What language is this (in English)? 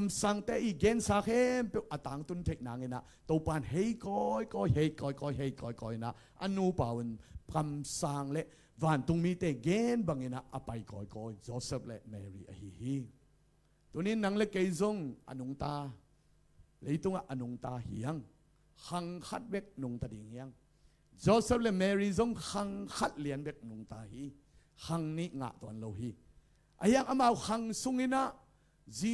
Tedim Chin